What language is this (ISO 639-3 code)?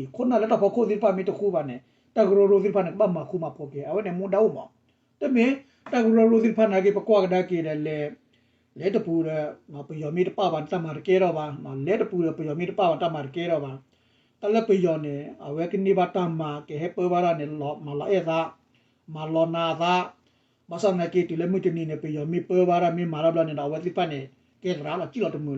ksw